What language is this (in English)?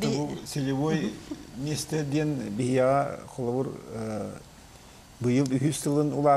Yakut